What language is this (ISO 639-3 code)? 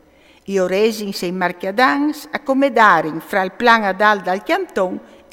fur